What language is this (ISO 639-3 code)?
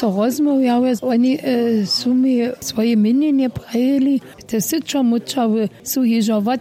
hsb